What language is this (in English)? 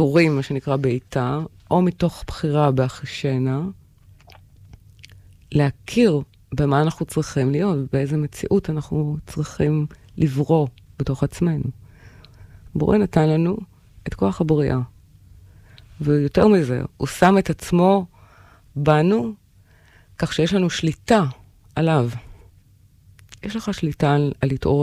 Hebrew